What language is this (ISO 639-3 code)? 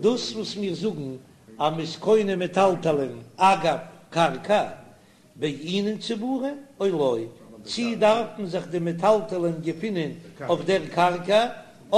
yid